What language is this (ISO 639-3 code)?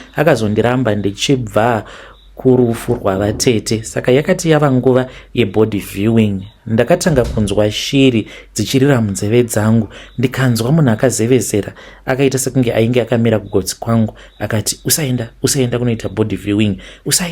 sna